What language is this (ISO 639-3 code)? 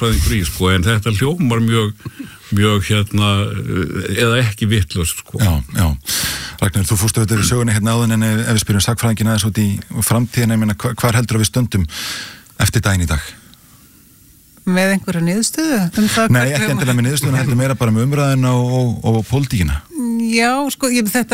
isl